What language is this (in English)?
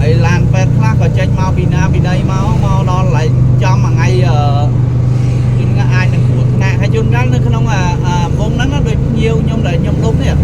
Khmer